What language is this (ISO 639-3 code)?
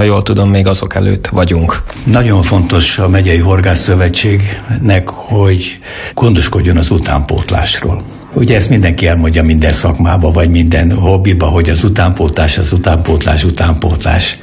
hun